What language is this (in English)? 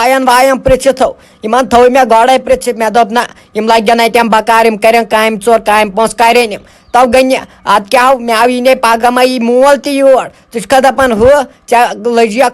Kashmiri